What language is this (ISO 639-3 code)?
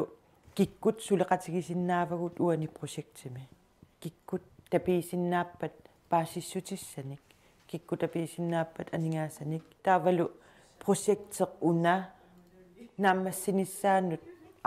kal